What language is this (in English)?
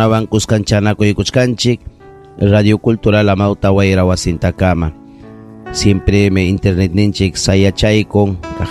Ayacucho Quechua